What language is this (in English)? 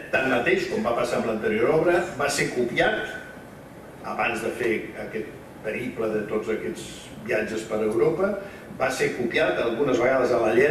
Catalan